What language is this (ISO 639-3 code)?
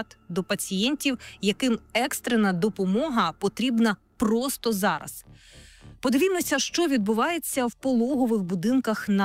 ukr